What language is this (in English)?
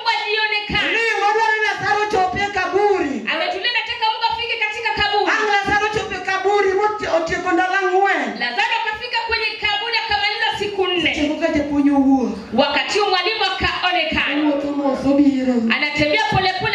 Luo (Kenya and Tanzania)